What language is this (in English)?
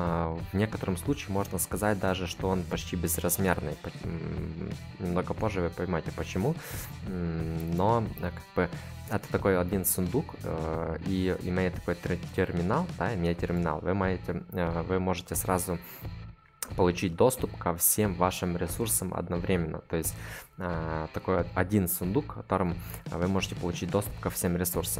Russian